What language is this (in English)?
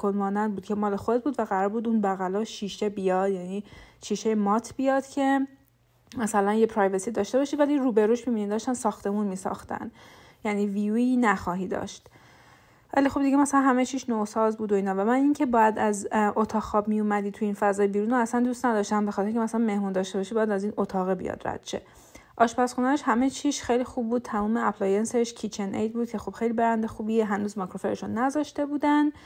Persian